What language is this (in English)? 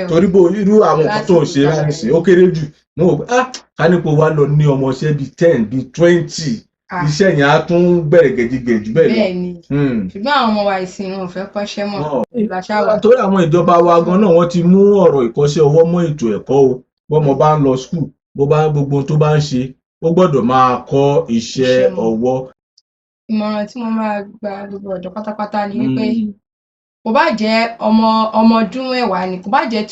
Yoruba